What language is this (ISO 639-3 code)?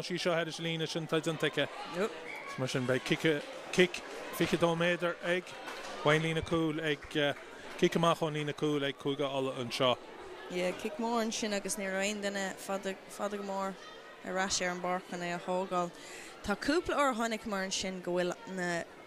gle